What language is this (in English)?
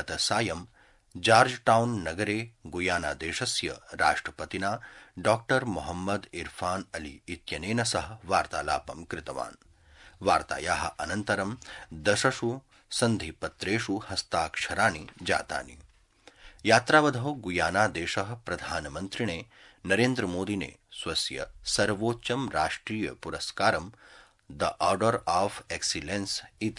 Sanskrit